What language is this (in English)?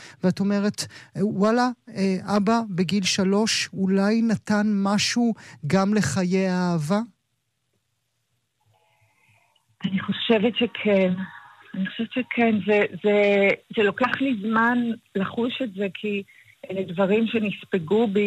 Hebrew